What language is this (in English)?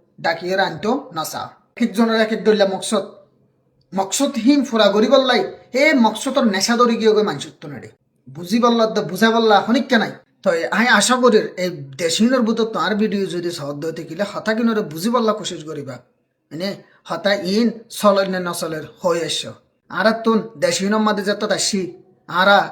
Rohingya